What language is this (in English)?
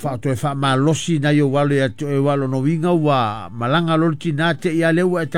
Samoan